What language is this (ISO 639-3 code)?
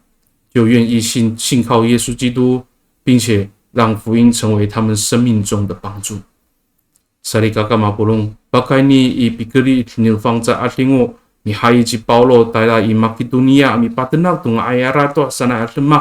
ami